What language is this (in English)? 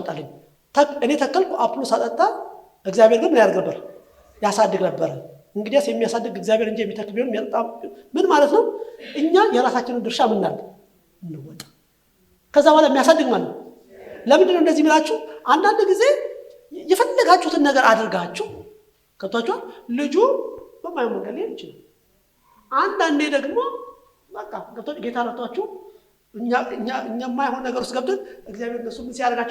Amharic